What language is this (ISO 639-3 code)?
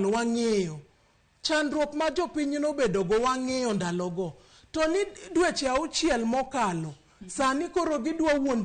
luo